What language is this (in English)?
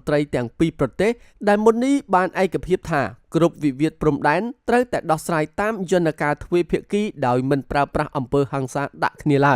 Khmer